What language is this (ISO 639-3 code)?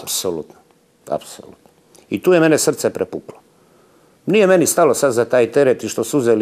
srp